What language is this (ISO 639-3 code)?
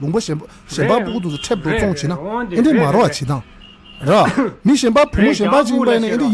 bod